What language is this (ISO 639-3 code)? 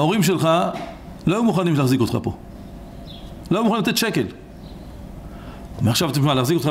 heb